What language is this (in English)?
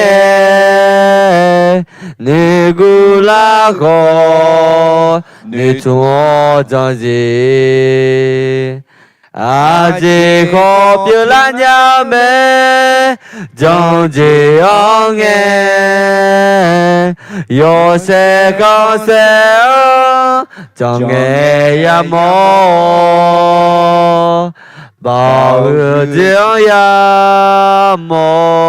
Akha